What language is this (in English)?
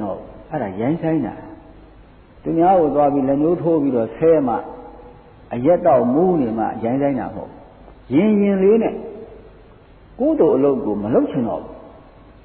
Burmese